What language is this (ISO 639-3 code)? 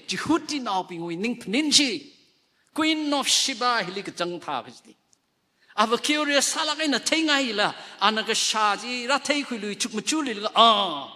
nmf